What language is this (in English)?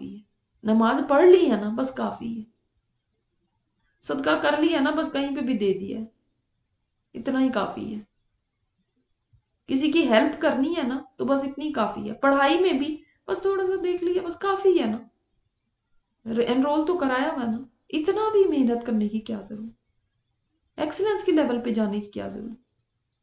Urdu